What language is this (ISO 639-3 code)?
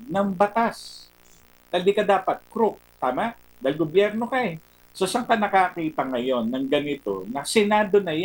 fil